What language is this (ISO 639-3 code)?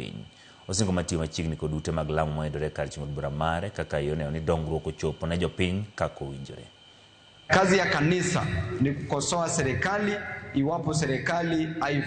luo